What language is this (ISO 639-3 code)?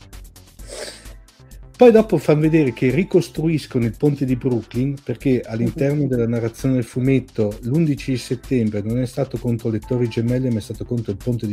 ita